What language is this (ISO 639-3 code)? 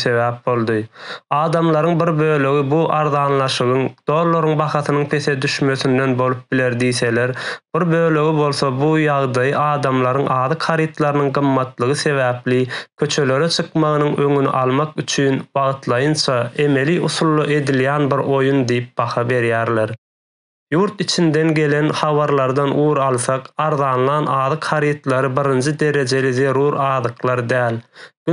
tuk